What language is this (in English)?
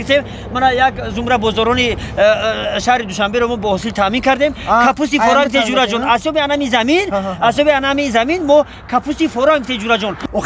Tajik